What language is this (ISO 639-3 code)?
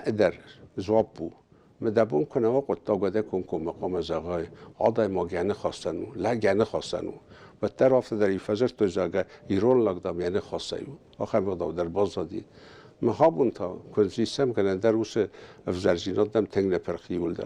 oss